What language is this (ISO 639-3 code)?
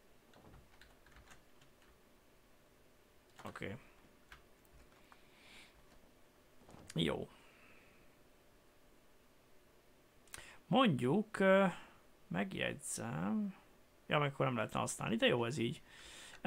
hun